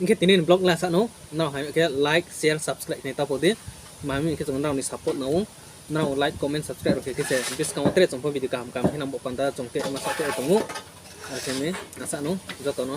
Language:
Riang (India)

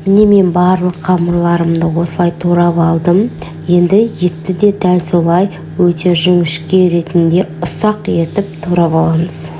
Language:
Kazakh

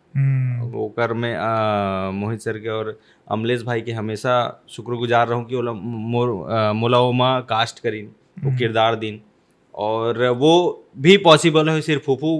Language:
Chhattisgarhi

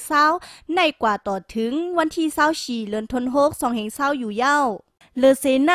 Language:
Shan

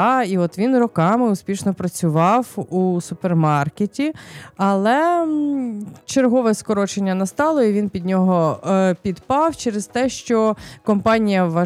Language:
Ukrainian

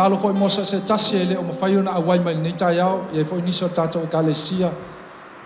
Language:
Samoan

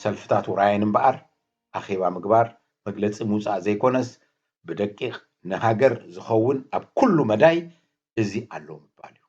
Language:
Tigrinya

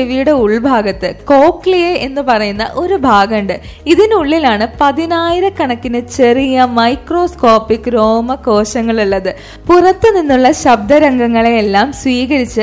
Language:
Malayalam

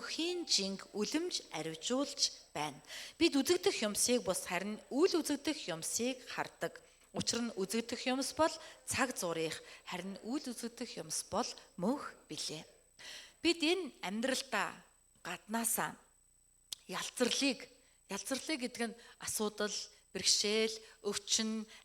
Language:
Mongolian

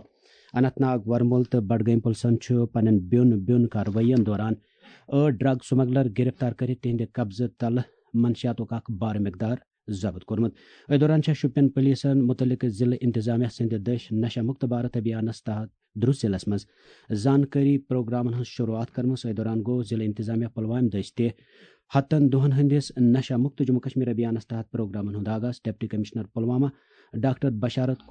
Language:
Kashmiri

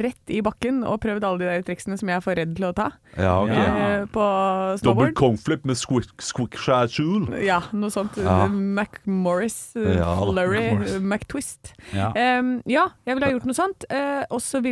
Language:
Norwegian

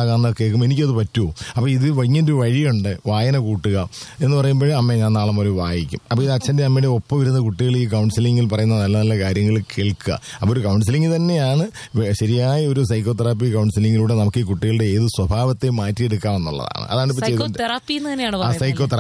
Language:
Malayalam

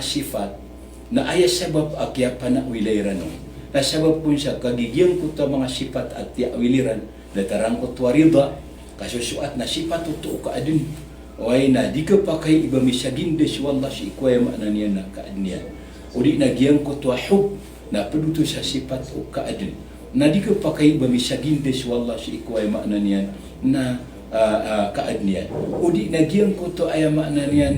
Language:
Maranao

